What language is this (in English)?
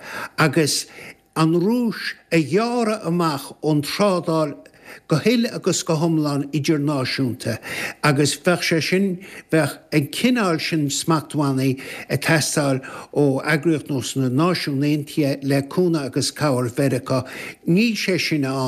Irish